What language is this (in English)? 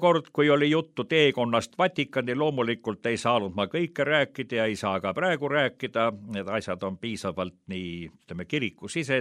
Estonian